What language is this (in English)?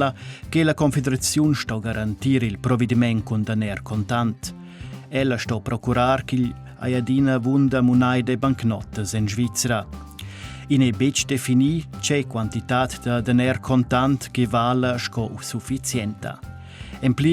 Romansh